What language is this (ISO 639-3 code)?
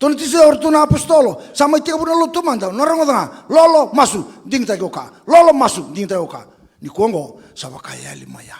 fij